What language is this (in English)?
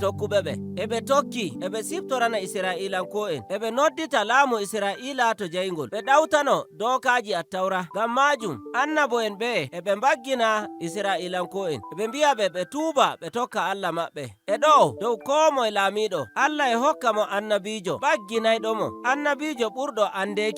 Nigerian Fulfulde